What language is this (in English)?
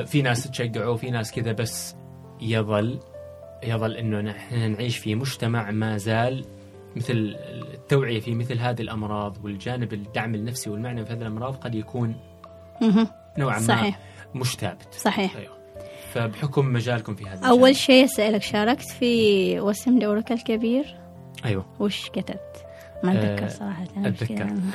Gulf Arabic